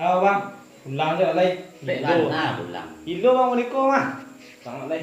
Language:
Minangkabau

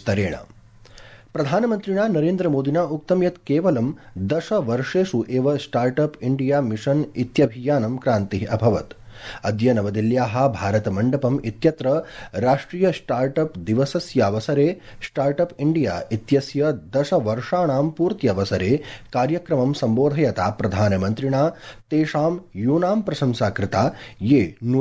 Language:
Sanskrit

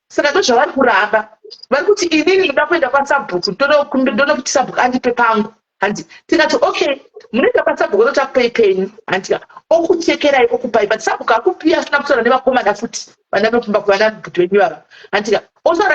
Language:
Shona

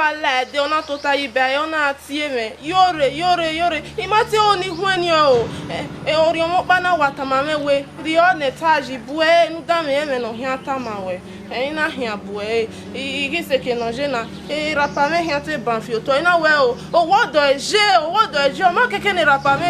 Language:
Bini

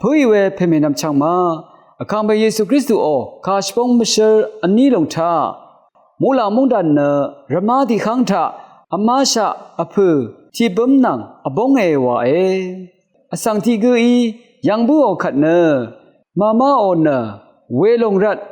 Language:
Rawang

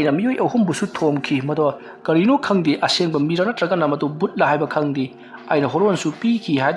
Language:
Manipuri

